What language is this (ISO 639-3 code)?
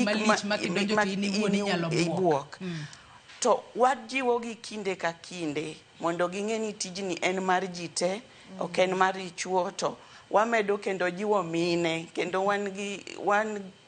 luo